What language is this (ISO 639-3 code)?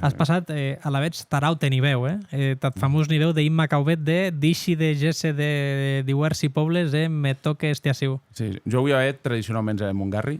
oci